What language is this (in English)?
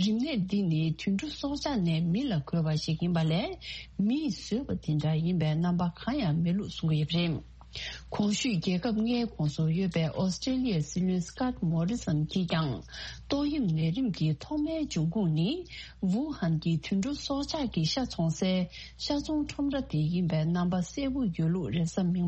Tibetan